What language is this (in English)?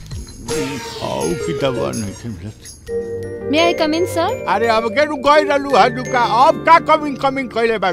Bhojpuri